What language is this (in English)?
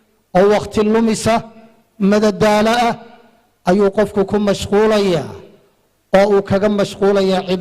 Somali